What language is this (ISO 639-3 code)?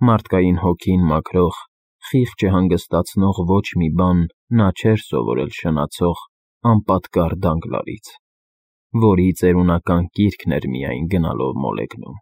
hye